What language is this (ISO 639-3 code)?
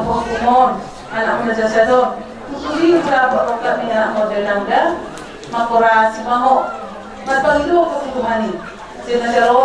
bbc